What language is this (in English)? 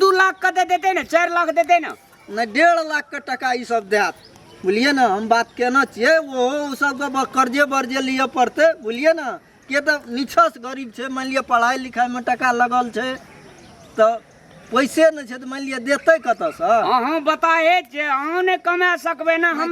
Maithili